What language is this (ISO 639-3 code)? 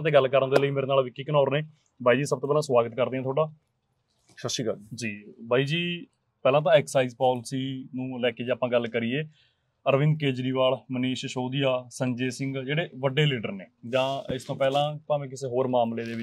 pan